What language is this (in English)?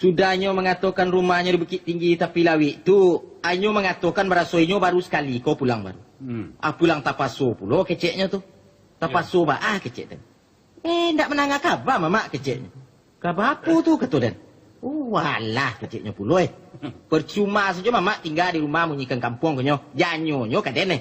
Minangkabau